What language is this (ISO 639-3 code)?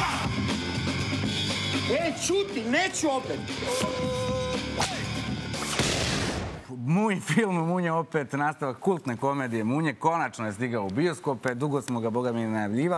srp